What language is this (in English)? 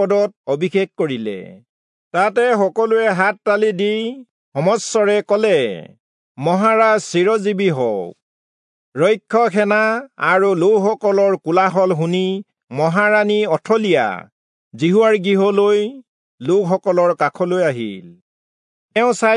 Assamese